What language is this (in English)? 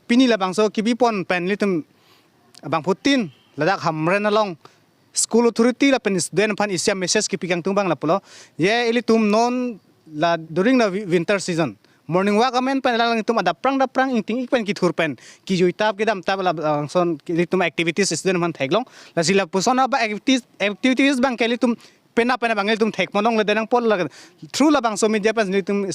Karbi